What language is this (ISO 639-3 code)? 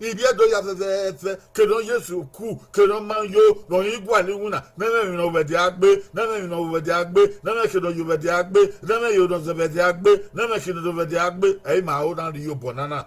bin